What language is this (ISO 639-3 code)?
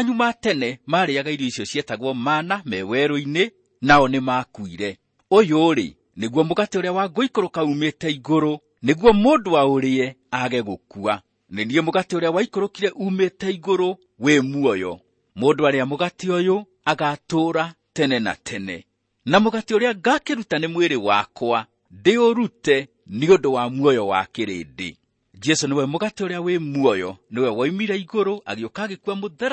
kik